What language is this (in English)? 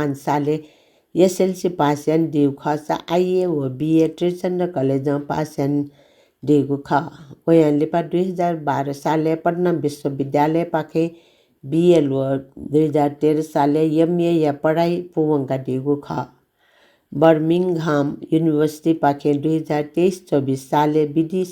Newari